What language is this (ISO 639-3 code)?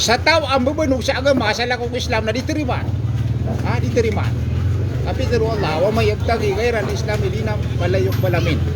mrw